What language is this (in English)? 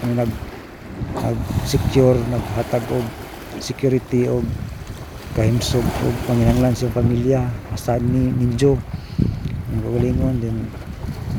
Cebuano